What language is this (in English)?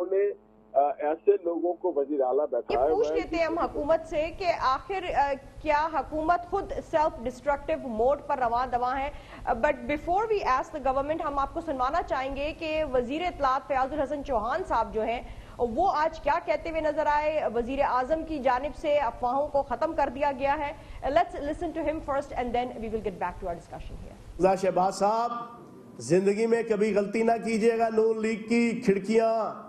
Urdu